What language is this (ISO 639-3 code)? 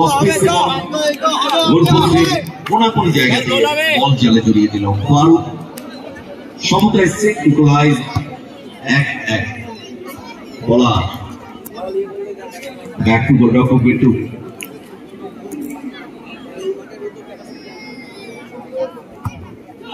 ben